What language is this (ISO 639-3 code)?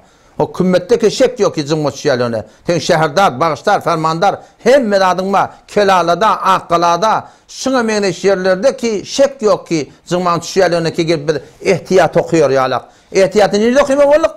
tuk